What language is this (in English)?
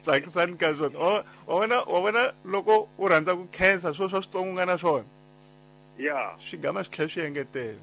Tsonga